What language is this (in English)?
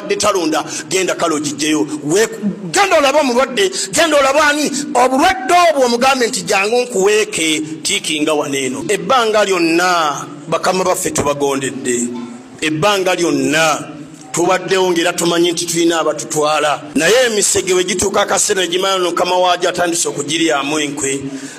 Ganda